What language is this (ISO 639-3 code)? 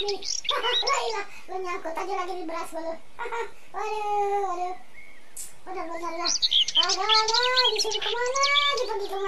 bew